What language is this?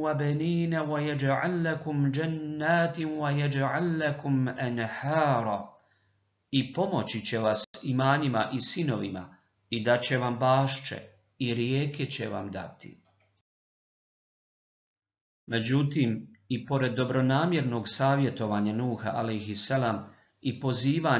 Bosnian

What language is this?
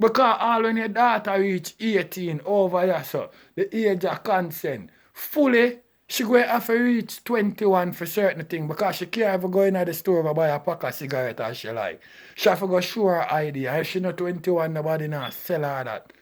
Jamaican Creole English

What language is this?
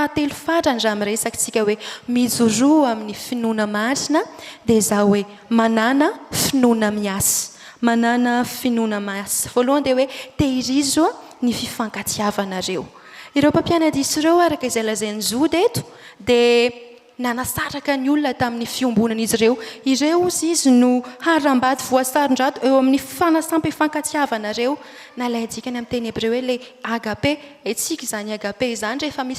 Malagasy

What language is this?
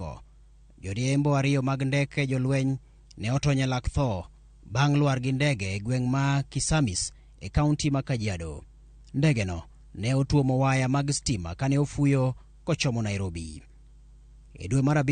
Luo (Kenya and Tanzania)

